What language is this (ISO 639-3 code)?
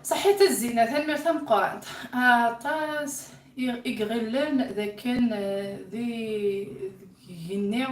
kab